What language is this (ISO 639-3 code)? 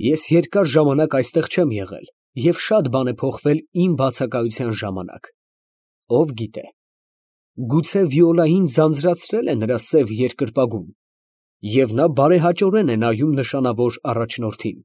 hye